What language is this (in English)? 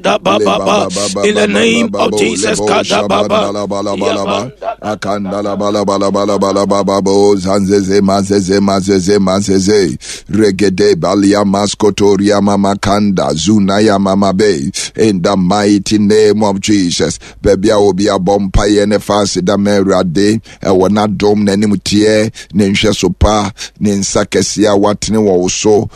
Akan